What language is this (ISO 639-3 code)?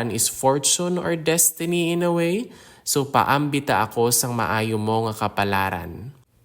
hil